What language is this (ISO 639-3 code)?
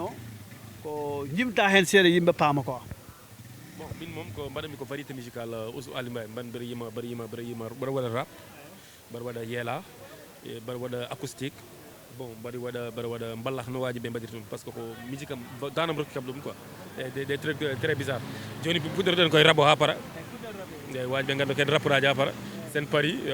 ful